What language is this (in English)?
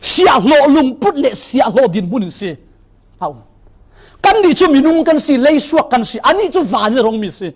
Falam Chin